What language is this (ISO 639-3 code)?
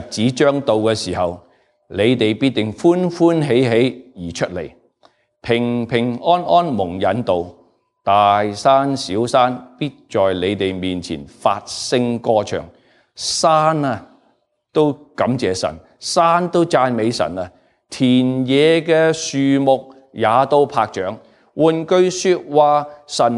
yue